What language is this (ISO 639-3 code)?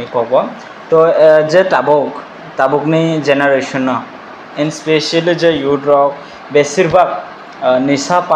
trp